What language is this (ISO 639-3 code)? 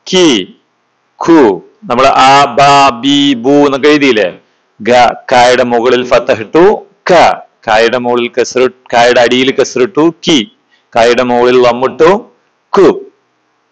mal